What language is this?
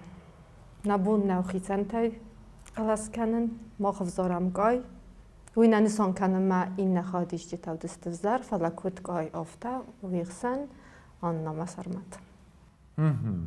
Ossetic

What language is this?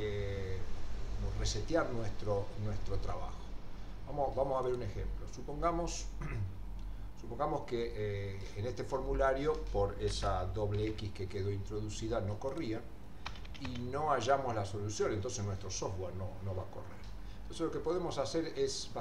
Spanish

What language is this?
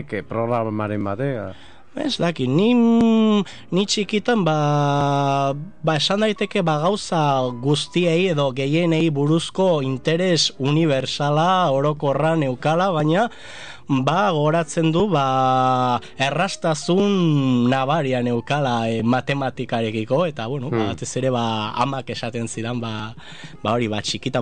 Basque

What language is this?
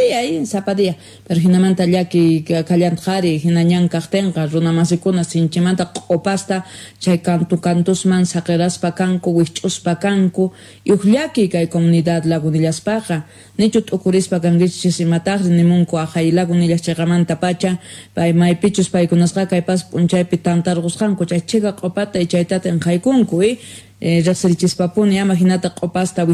Quechua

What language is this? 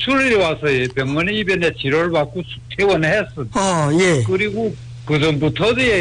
Korean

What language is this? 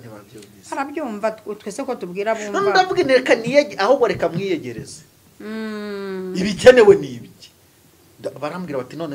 Kinyarwanda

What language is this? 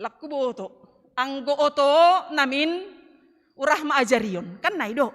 Batak Simalungun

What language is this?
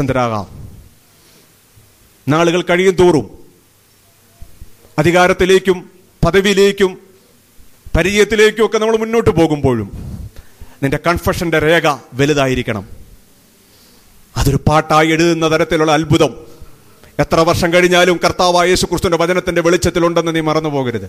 Malayalam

